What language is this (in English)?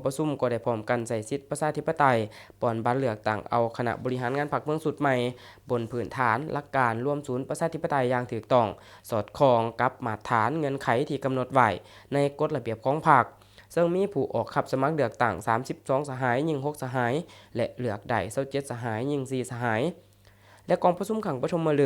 Lao